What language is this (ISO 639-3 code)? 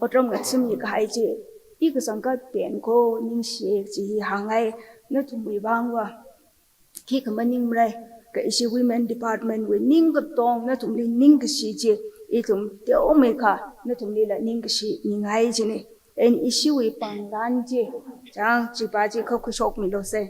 nmf